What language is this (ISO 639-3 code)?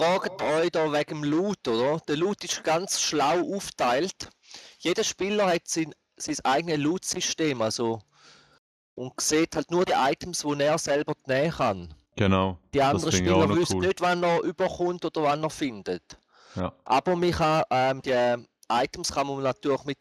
gsw